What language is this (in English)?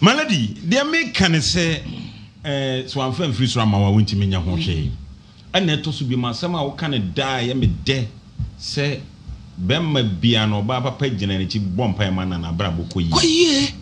Akan